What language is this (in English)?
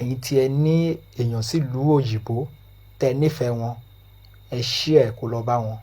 Yoruba